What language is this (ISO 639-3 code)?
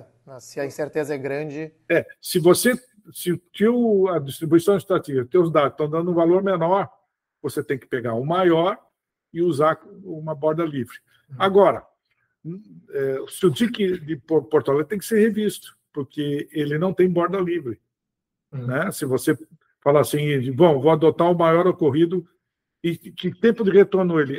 por